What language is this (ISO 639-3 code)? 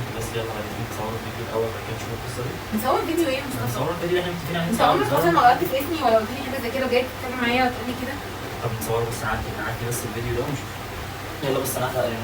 arz